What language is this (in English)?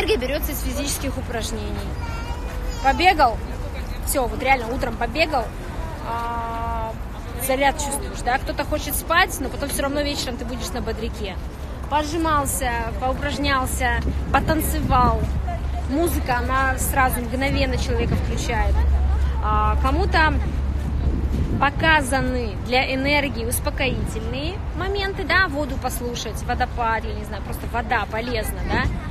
Russian